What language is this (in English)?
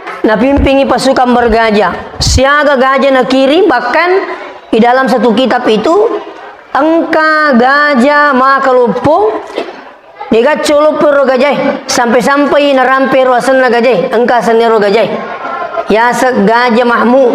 Buginese